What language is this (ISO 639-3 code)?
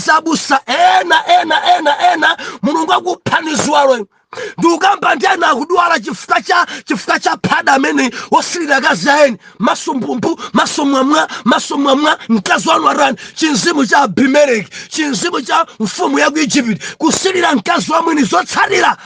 nya